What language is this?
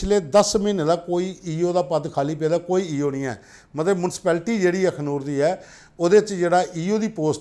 Dogri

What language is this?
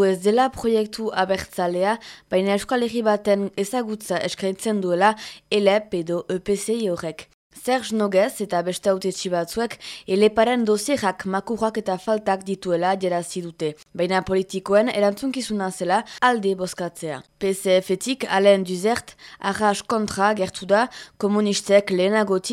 Basque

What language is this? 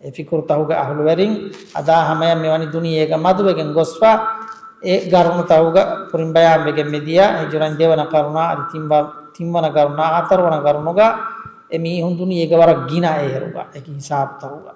Divehi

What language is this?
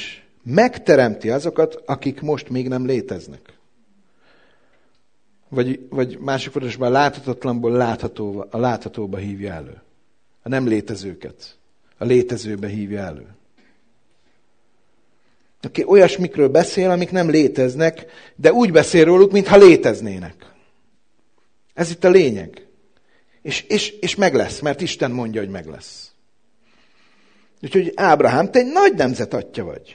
Hungarian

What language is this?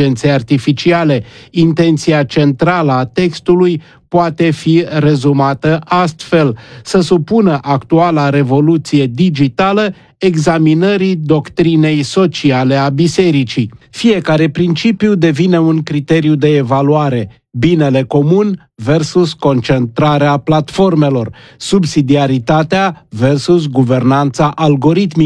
Romanian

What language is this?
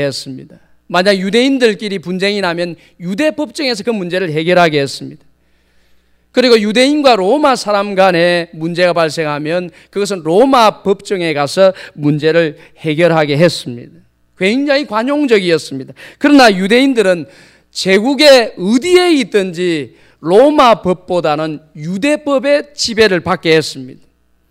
Korean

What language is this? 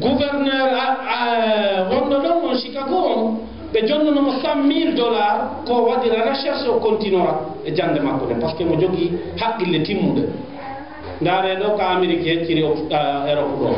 Fula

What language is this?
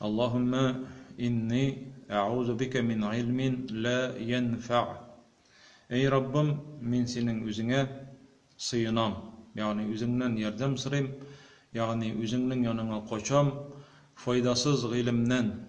Tatar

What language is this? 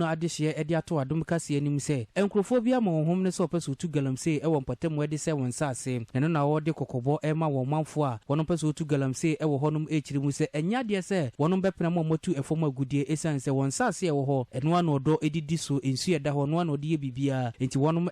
Akan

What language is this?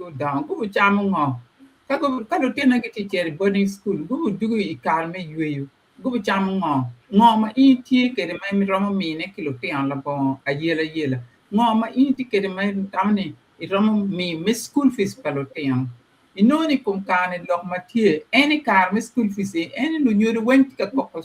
Acoli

